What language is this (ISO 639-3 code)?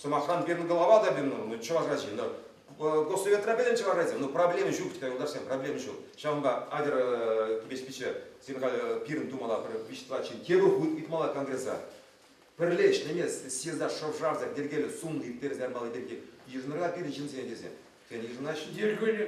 chv